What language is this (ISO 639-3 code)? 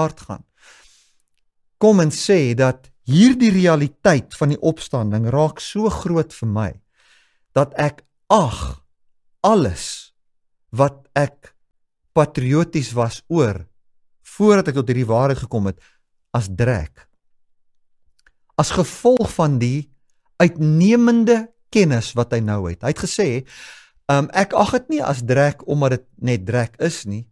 afr